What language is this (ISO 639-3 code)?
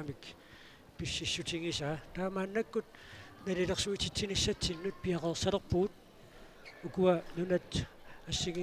kal